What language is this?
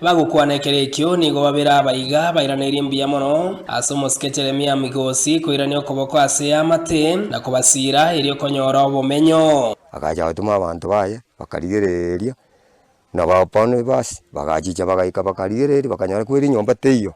Gusii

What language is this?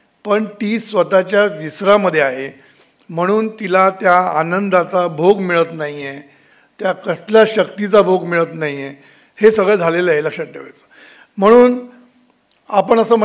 Marathi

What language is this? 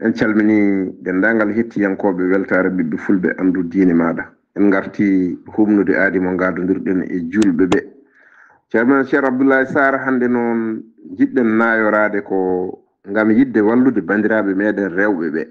Fula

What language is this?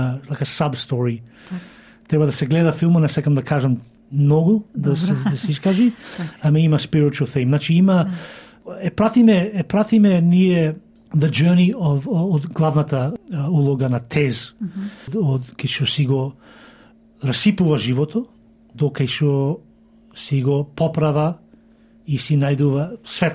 Macedonian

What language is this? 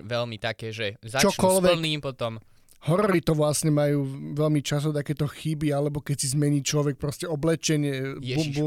Slovak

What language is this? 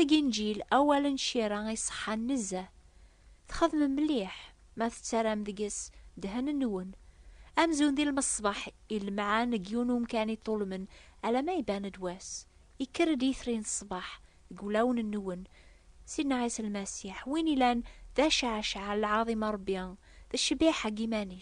Kabyle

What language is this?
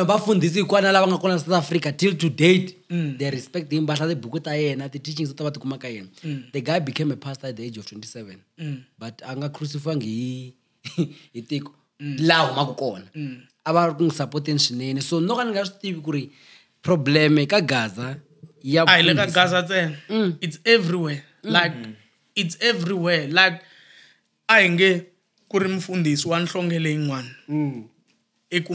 Tsonga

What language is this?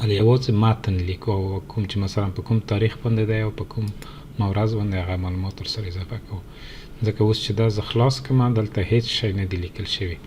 Pashto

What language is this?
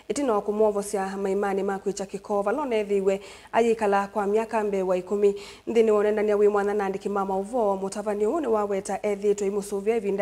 Kamba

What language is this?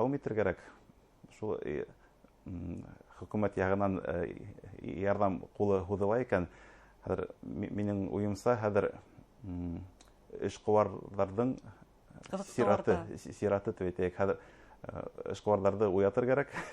Bashkir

